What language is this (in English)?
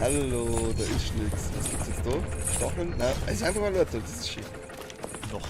Bavarian